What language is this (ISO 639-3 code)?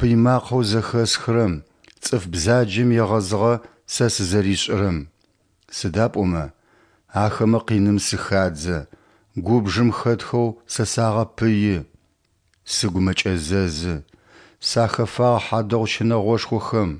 ady